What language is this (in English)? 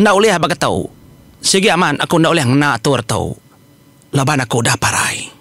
Iban